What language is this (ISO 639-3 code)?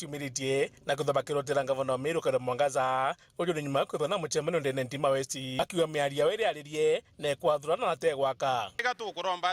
mer